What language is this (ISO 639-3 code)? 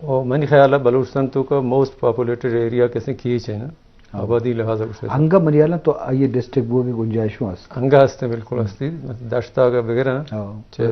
bgp